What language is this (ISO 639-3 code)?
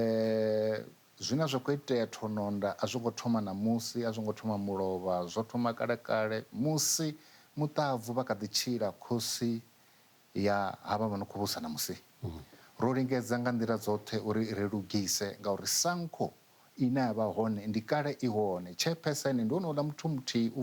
ven